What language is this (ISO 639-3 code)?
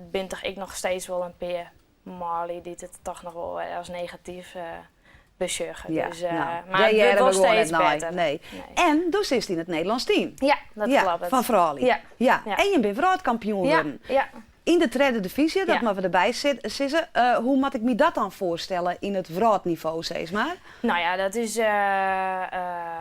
fry